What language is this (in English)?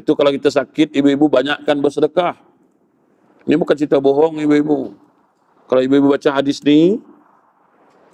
Malay